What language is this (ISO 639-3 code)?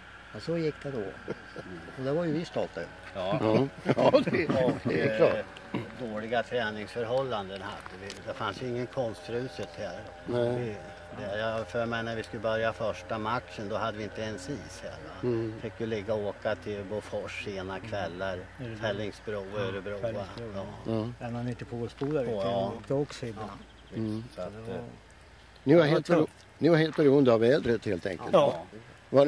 swe